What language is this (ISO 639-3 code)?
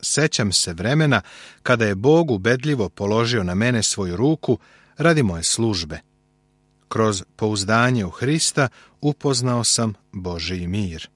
srp